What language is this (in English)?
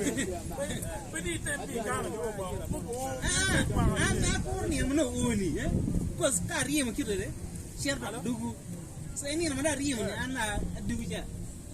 Acoli